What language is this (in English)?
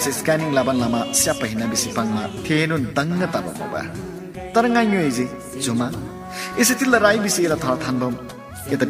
Eastern Tamang